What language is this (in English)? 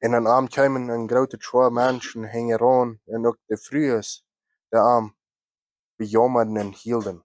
Plautdietsch